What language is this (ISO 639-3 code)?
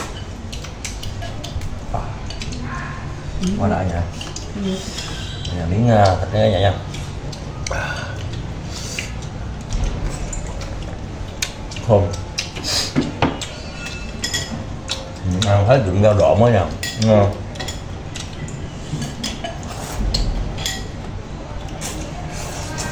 vie